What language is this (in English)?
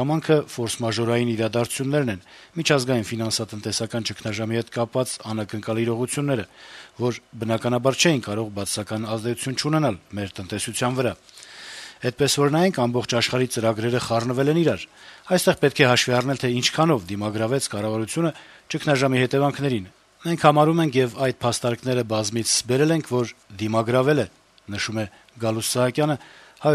Armenian